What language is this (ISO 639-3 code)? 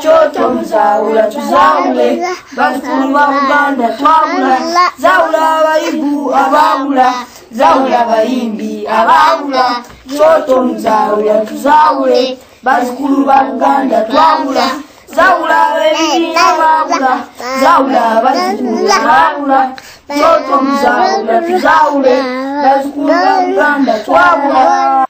lug